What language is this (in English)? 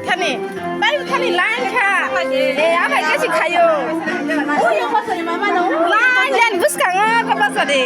Kok Borok